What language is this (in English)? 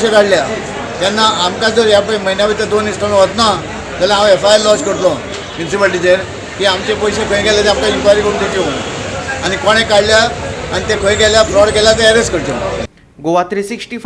Konkani